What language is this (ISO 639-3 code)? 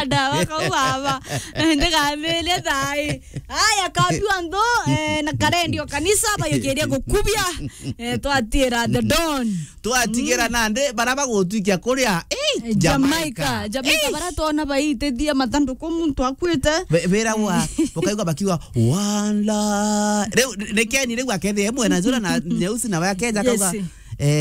mer